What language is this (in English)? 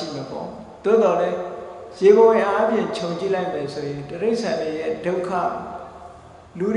Burmese